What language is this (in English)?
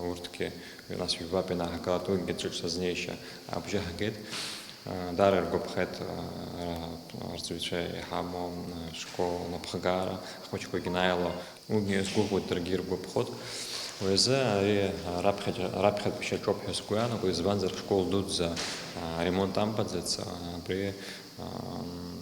Abkhazian